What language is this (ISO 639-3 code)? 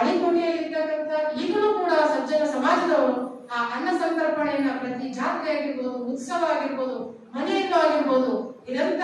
kan